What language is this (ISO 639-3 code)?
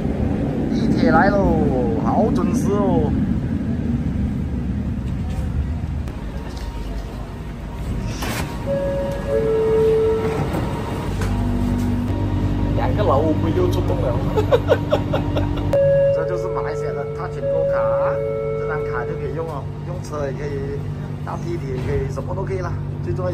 zho